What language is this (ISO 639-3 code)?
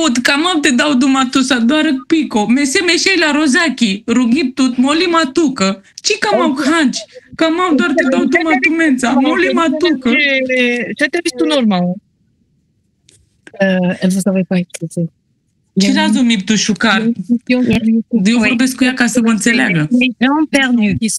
ron